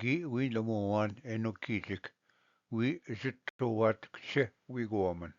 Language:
Ojibwa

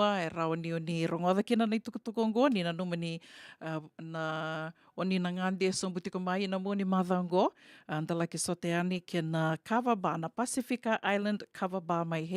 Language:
Fijian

